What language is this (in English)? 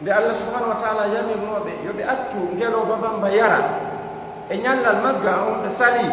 Pular